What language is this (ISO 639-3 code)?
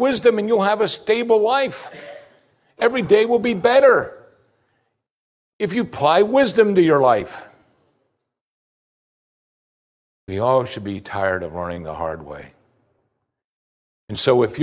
eng